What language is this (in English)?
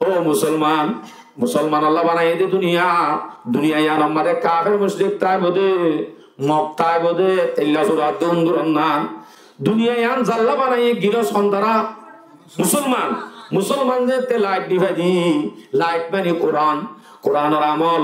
Rohingya